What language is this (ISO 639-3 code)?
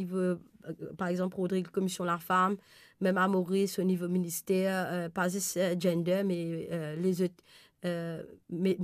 mfe